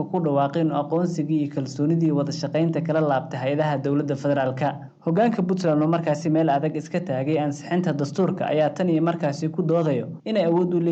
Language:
Somali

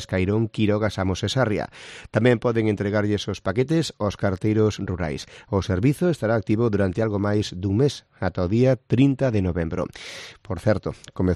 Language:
Galician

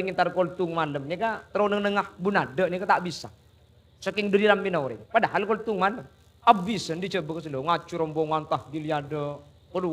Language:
Madurese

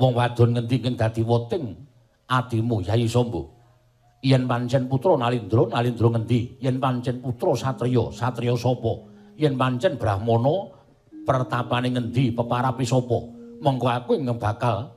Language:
Javanese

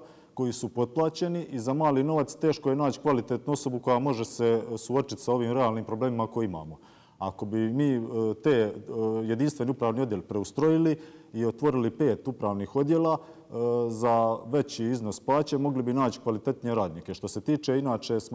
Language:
Croatian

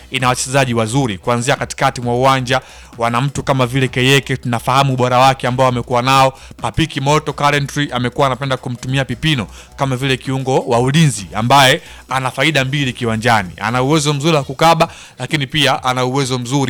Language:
Swahili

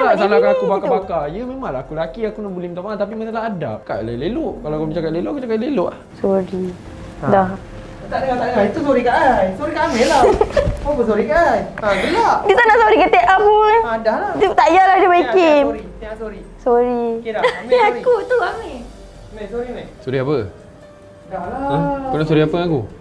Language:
Malay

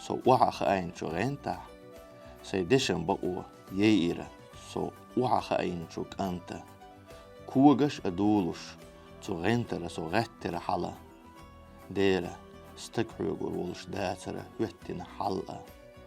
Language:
Chechen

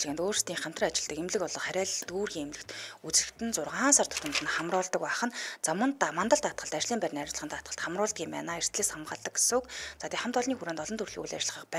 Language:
Mongolian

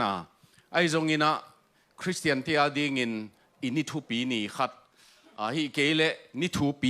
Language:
Tedim Chin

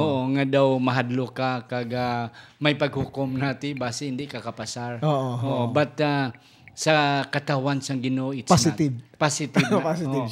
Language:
Hiligaynon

